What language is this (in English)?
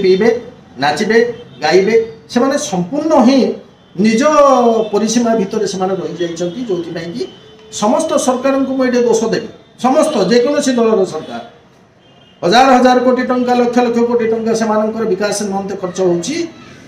Odia